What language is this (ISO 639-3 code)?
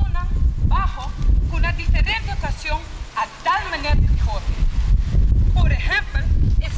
pap